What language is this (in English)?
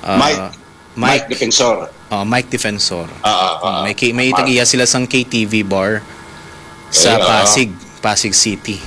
Hiligaynon